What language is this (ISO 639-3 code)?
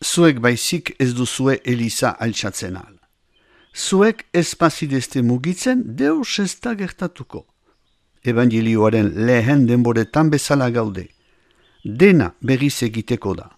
eus